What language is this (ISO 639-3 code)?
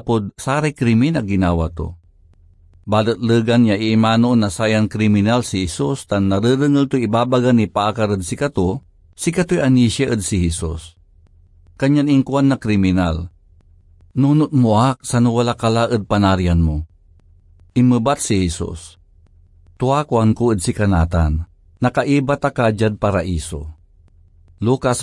pag